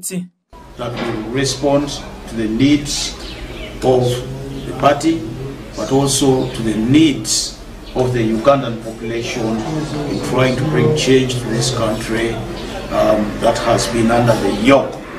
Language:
Nyankole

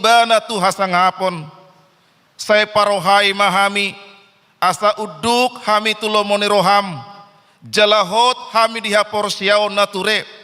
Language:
Batak Toba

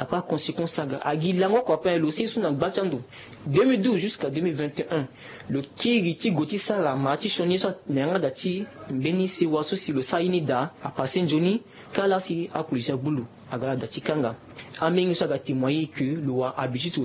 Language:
Sango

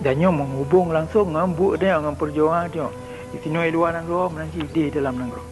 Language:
Achinese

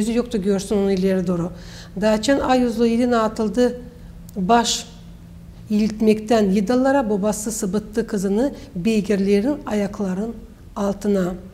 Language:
Gagauz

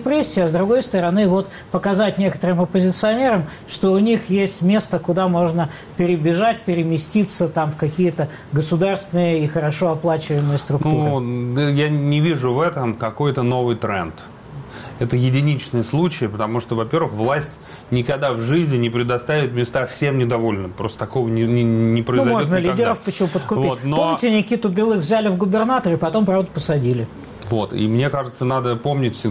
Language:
Russian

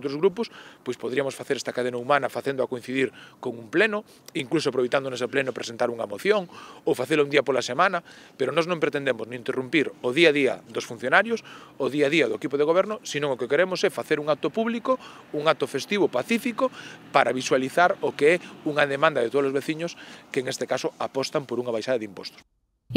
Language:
Galician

